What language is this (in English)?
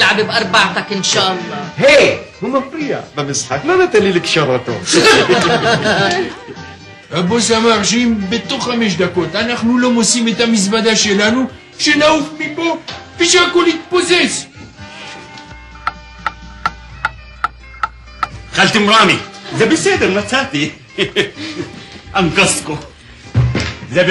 Hebrew